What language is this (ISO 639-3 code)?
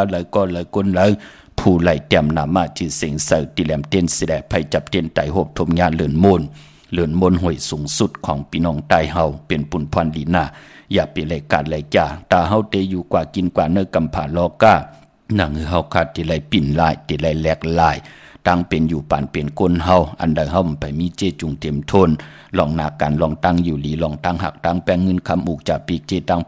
shn